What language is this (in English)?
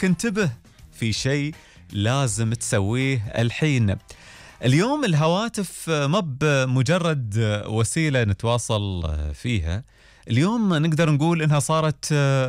Gulf Arabic